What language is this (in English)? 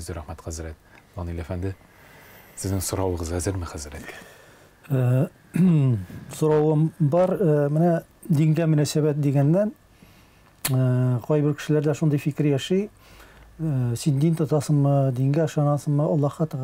Tatar